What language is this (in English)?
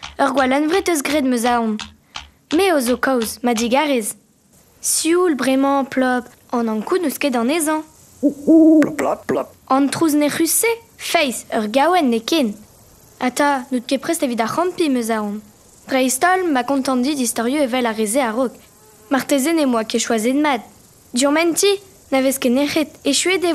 Breton